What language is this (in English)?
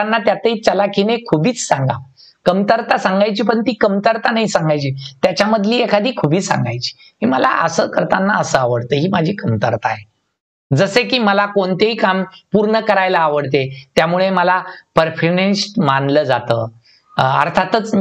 Marathi